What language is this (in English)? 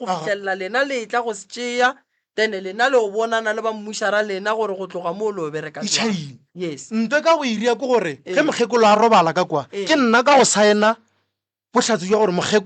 Northern Sotho